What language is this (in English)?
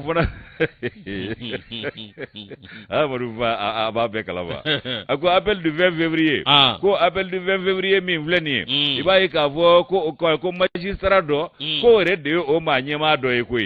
Bambara